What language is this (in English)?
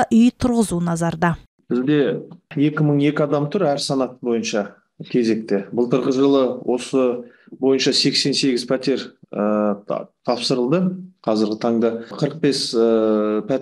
Kazakh